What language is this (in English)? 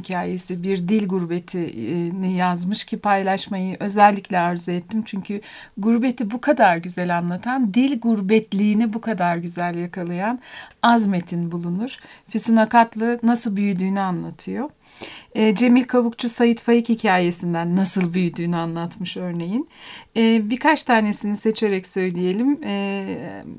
Turkish